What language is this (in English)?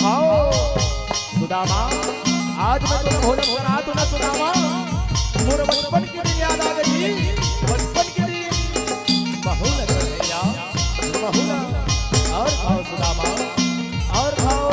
Chhattisgarhi